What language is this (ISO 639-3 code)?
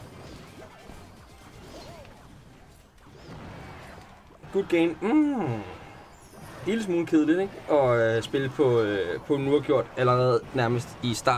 dan